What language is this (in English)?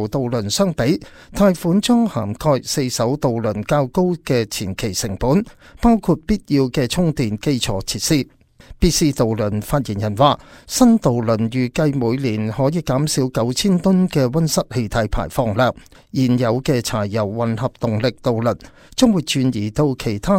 Cantonese